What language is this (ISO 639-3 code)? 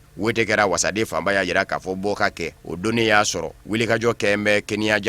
bam